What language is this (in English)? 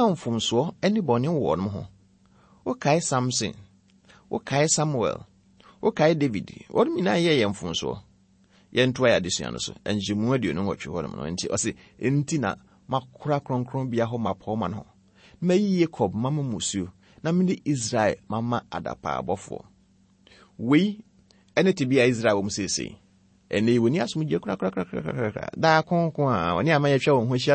Akan